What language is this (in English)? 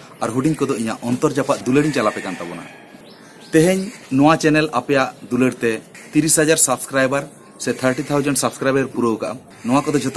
Santali